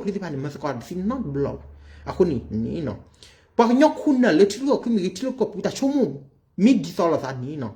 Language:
S'gaw Karen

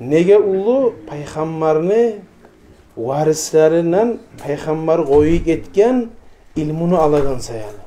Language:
Kumyk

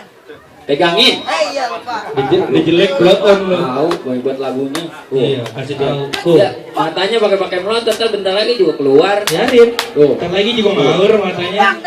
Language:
Betawi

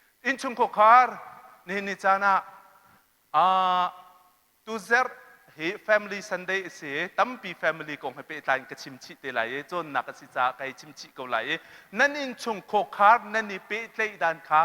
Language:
Hakha Chin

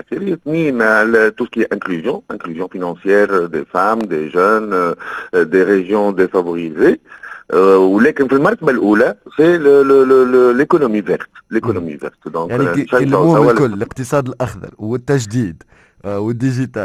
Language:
Tunisian Arabic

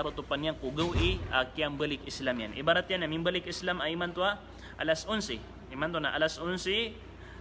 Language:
Maranao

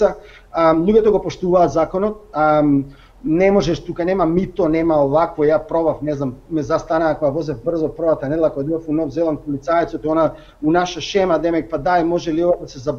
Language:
Macedonian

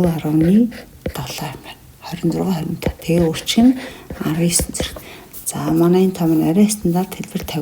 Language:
Mongolian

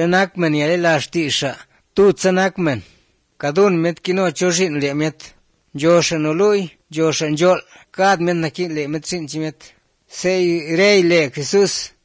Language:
Latvian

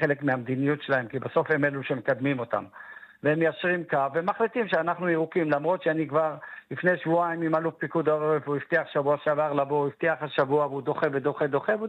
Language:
Hebrew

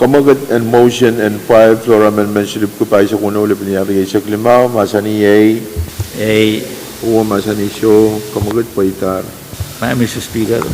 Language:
Pohnpeian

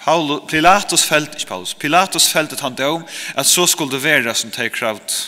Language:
Faroese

